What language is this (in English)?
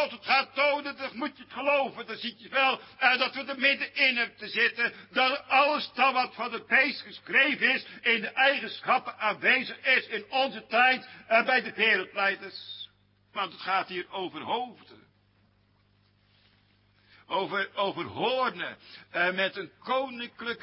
Dutch